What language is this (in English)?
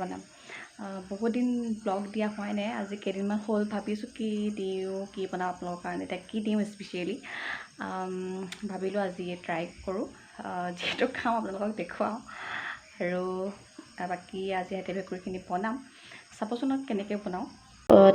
Assamese